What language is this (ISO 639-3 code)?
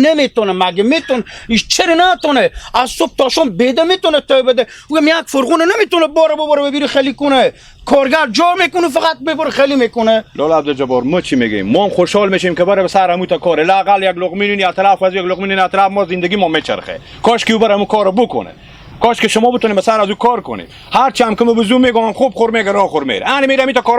haz